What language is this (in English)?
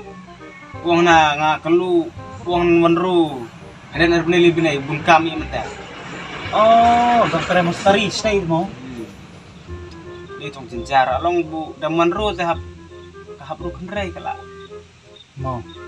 Khasi